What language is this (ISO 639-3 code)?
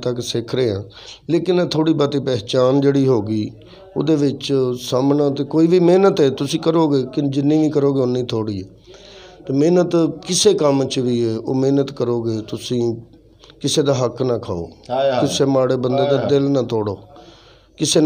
lah